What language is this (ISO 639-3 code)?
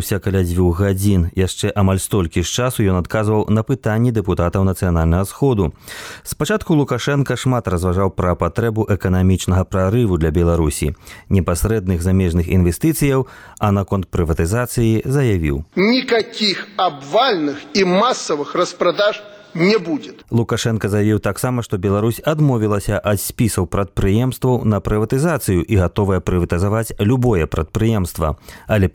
bel